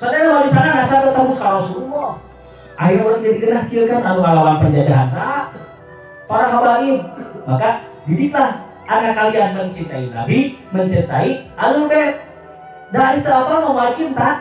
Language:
Sundanese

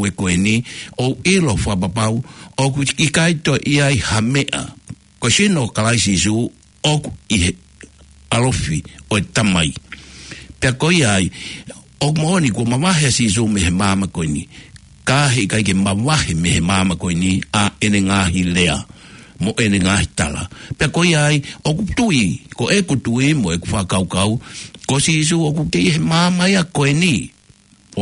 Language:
Tongan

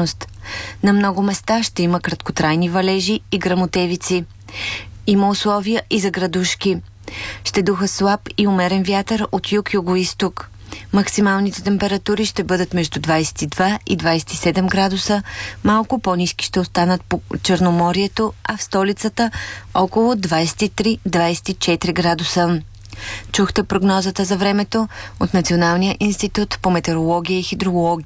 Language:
Bulgarian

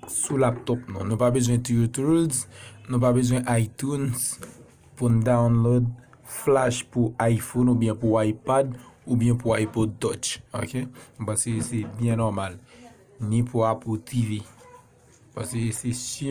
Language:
Haitian Creole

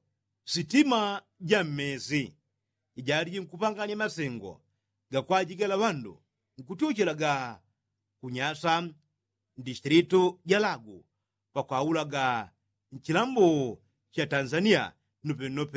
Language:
Yao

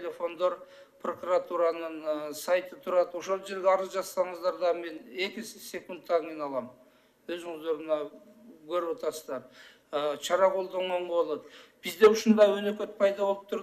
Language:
Kyrgyz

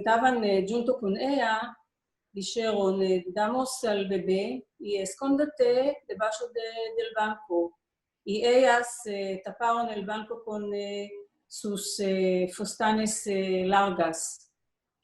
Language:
Ladino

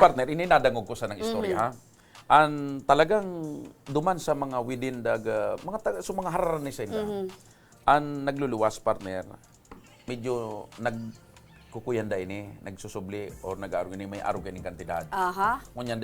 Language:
Bikol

